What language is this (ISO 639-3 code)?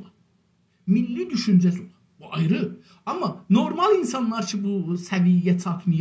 azb